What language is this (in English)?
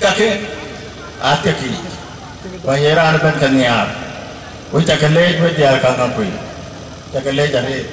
Dinka